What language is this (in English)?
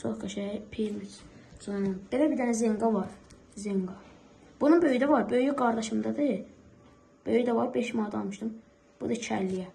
Azerbaijani